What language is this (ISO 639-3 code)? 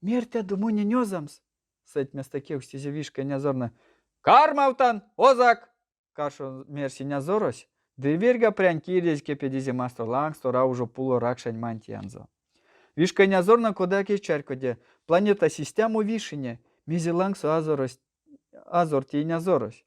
myv